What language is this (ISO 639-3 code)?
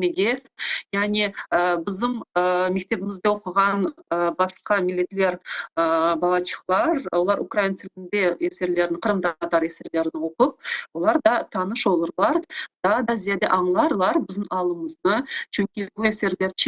crh